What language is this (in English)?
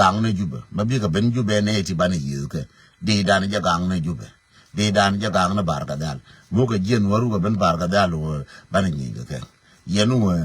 Nuer